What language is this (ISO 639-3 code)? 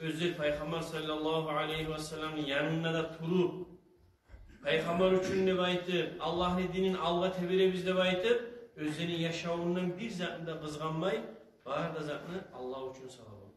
kum